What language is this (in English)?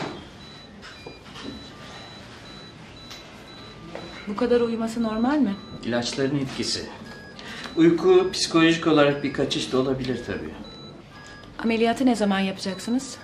Turkish